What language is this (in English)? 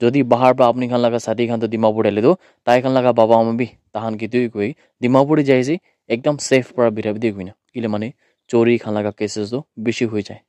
Naga Pidgin